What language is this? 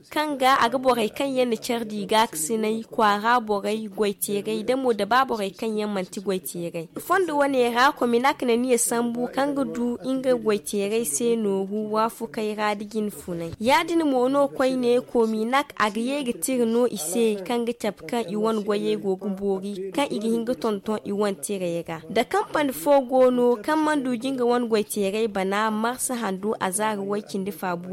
Zarma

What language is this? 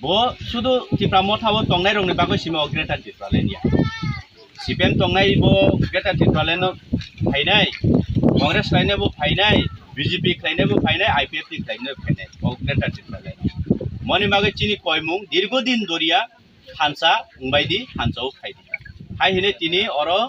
Kok Borok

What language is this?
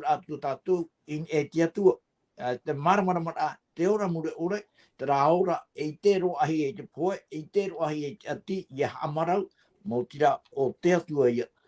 Tahitian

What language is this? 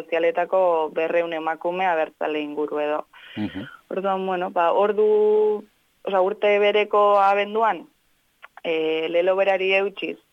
Basque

